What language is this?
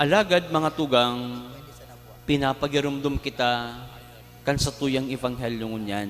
Bikol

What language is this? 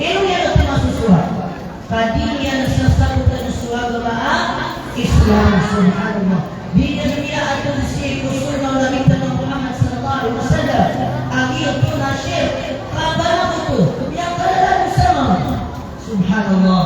Maranao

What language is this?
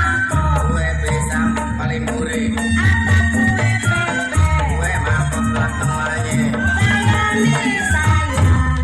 Betawi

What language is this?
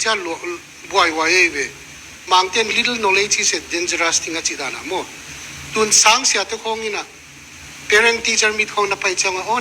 Tedim Chin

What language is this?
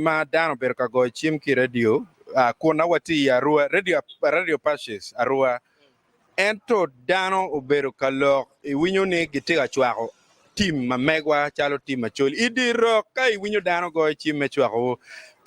Acoli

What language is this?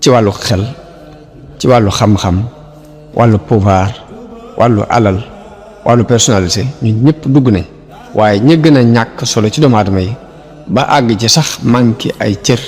Wolof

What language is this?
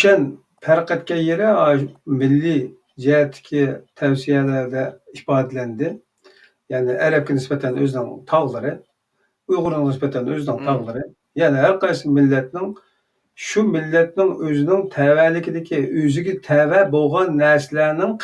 Uyghur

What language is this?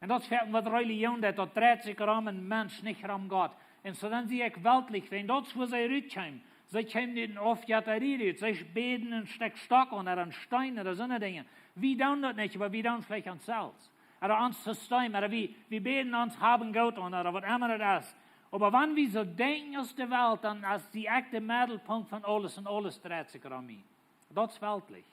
Plautdietsch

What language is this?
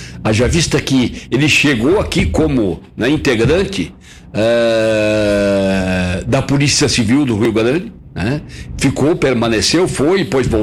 Portuguese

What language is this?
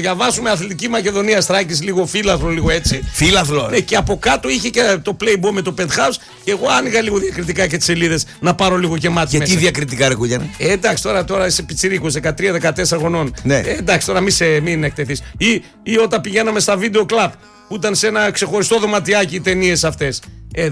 Greek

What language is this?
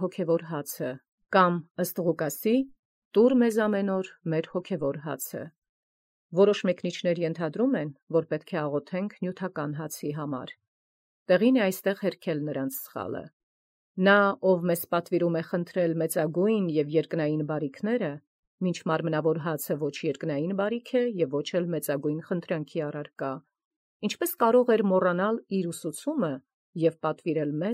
Armenian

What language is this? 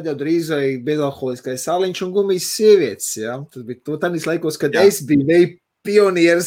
Latvian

